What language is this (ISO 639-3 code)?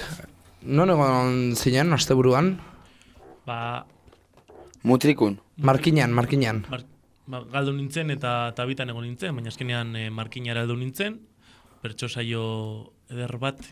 eus